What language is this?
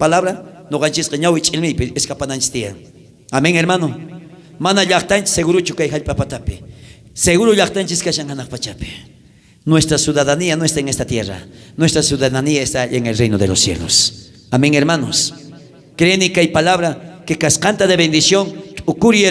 South Bolivian Quechua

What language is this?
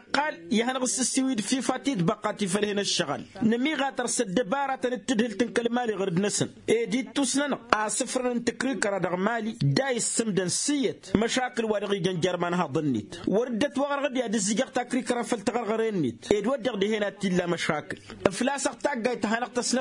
Tamasheq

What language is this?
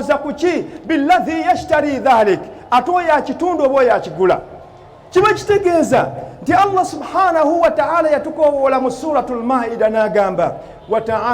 Ganda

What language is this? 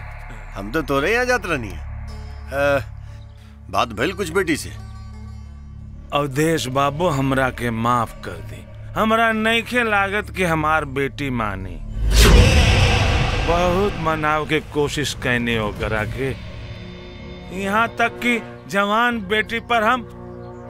Bhojpuri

